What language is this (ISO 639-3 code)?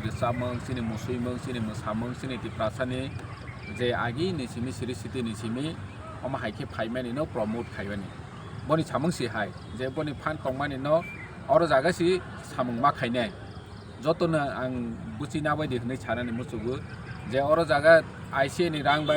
trp